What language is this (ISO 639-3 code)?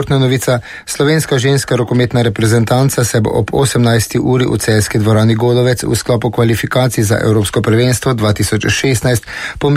slv